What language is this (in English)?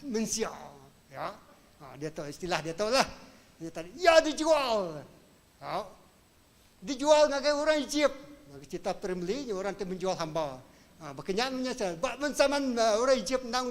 Iban